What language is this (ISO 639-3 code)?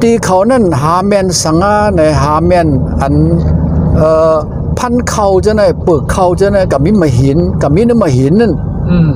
shn